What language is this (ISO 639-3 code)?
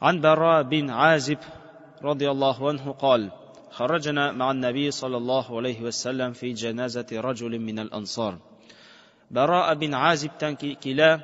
tat